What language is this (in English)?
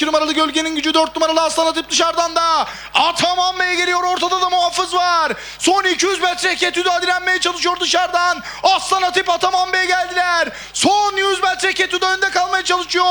Turkish